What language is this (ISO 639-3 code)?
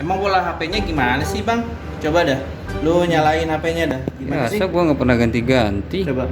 bew